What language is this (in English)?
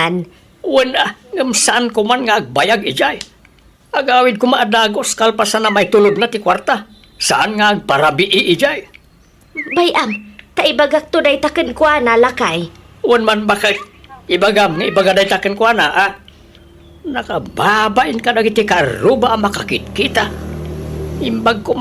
Iloko